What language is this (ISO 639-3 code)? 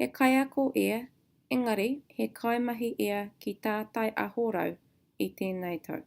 mri